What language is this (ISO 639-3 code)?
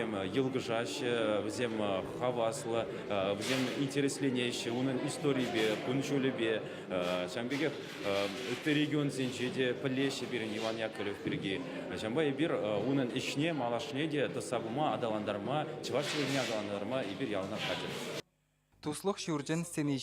chv